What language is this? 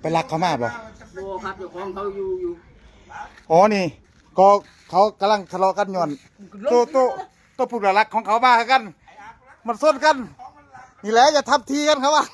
Northeastern Thai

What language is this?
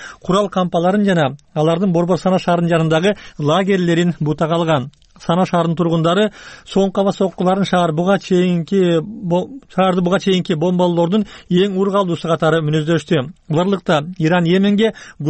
Kyrgyz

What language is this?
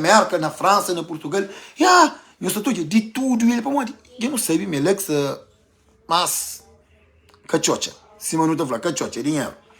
Kabuverdianu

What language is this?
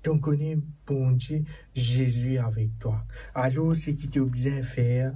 Morisyen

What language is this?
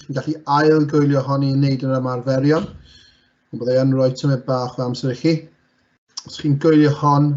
Welsh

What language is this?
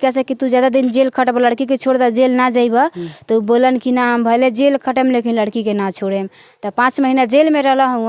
Bhojpuri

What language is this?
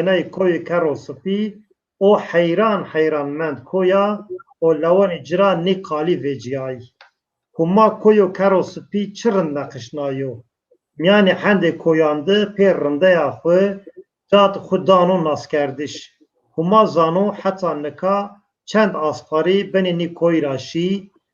Zaza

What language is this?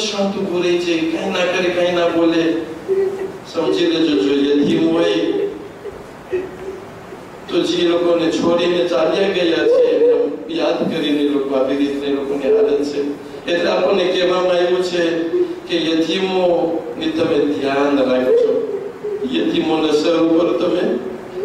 Gujarati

